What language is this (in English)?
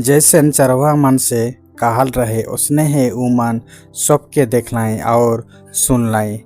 Sadri